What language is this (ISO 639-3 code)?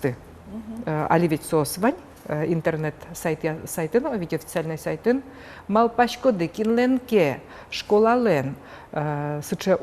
udm